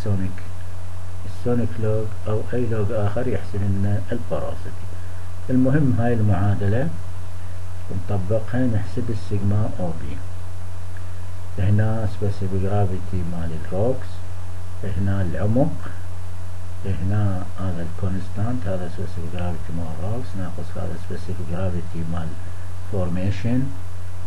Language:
Mesopotamian Arabic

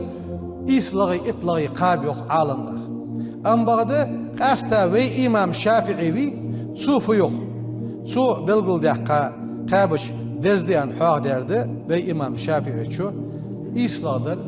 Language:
Ingush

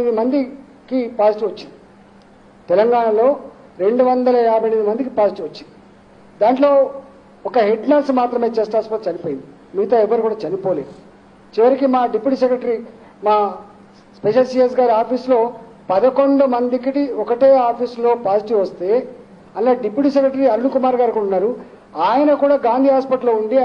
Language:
Telugu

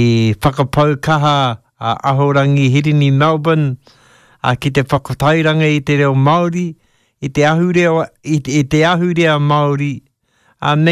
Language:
Māori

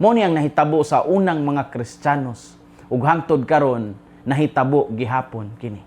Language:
Cebuano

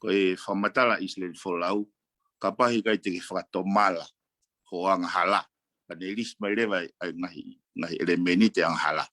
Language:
Tongan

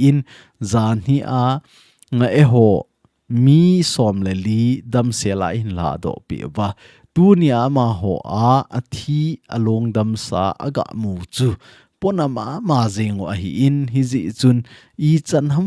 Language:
Thado Chin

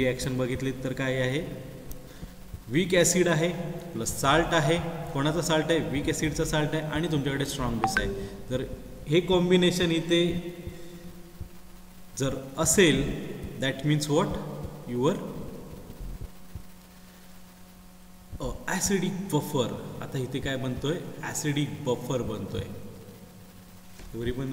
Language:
Marathi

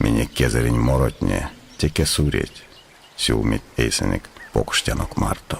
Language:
Erzya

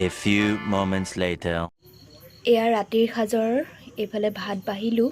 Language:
Assamese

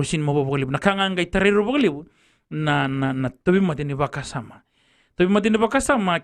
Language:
Fijian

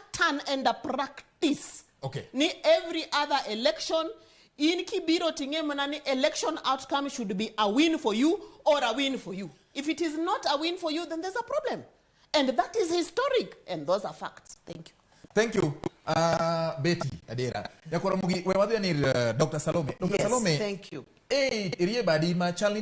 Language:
Luo (Kenya and Tanzania)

